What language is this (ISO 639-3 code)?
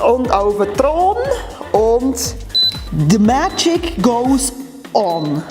gsw